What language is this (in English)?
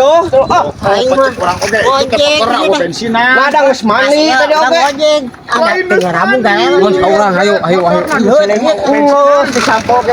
Sundanese